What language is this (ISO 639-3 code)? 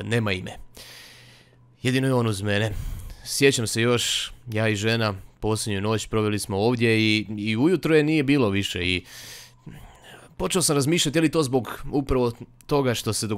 hrv